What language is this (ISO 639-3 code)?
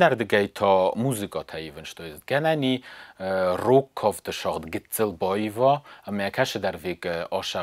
oss